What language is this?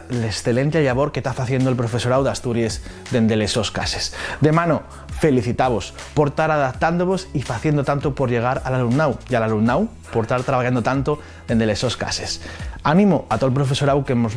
Asturian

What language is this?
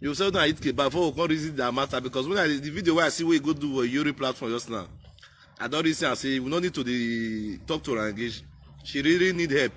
Nigerian Pidgin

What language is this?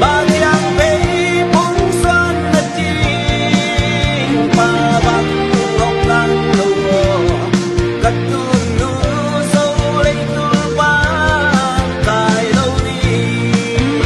Tedim Chin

